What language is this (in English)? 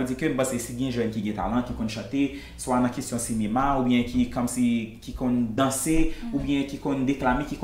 Haitian Creole